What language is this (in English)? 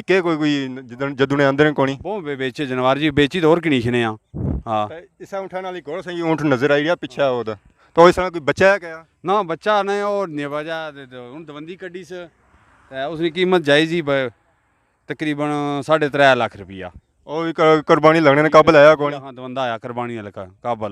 Pahari-Potwari